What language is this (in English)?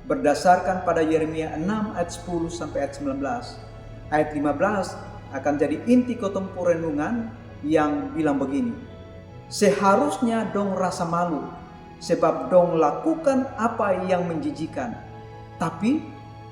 Kupang Malay